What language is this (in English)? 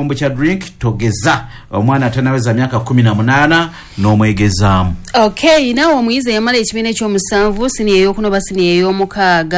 Ganda